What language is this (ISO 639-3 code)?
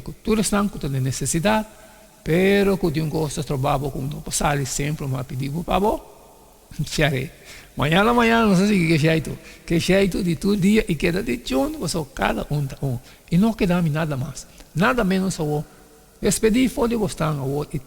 pap